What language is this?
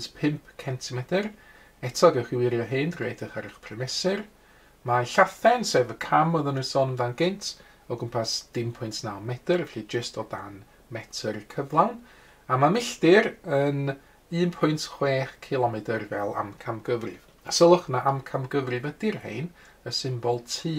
Welsh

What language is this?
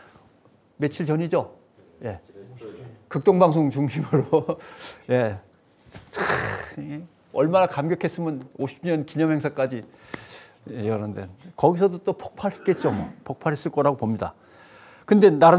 Korean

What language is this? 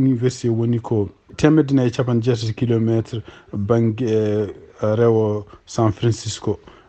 Fula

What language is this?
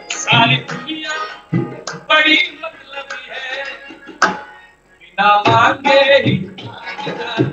Hindi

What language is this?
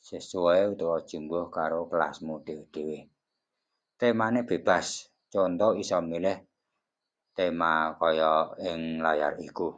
Javanese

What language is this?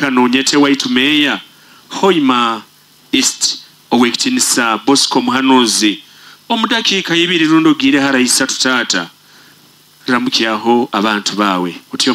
Nyoro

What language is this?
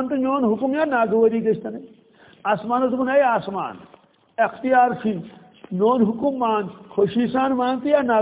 Kashmiri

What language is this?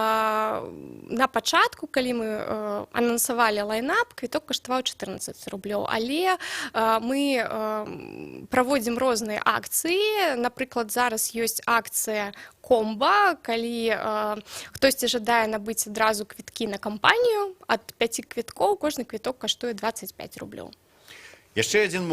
Belarusian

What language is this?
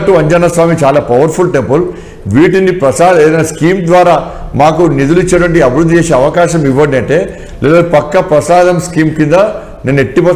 Telugu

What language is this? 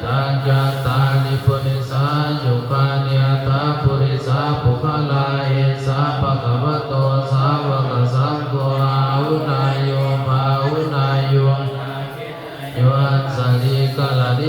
Pali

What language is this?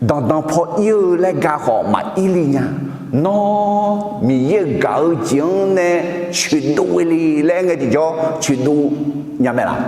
Akha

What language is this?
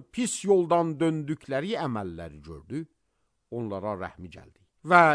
Azerbaijani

